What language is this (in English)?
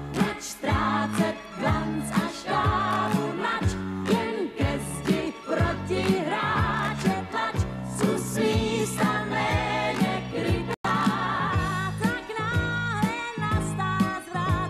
Czech